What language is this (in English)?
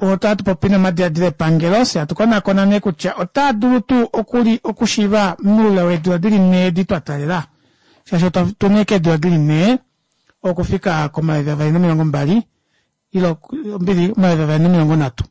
Kuanyama